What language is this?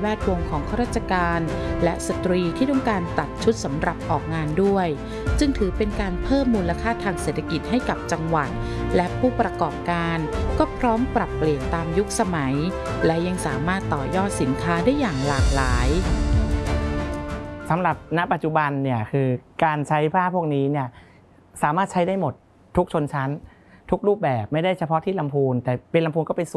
Thai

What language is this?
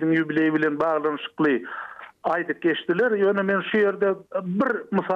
Turkmen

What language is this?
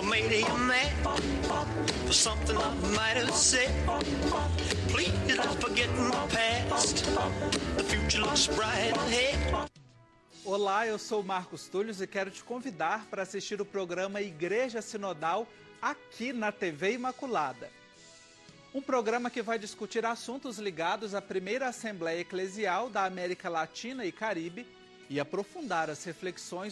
Portuguese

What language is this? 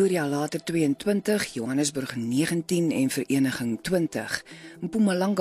Afrikaans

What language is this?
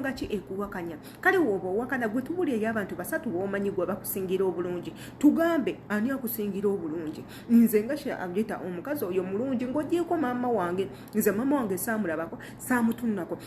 Ganda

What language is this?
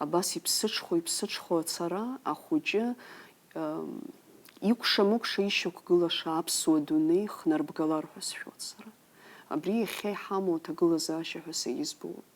Abkhazian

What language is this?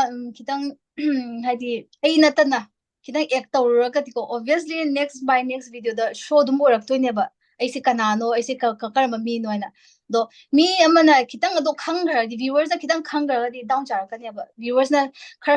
Manipuri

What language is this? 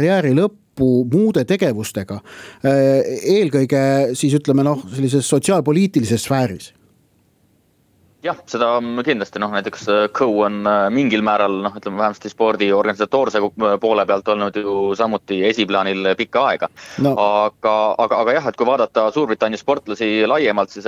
Estonian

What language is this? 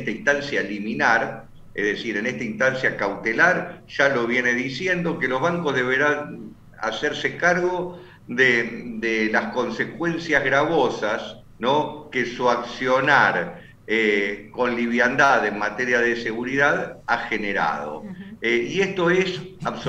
Spanish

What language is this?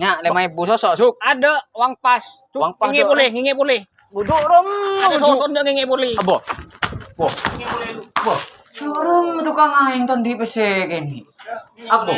Madurese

